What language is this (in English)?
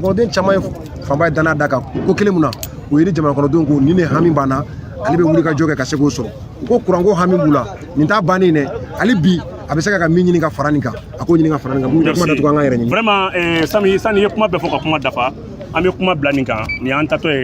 Bambara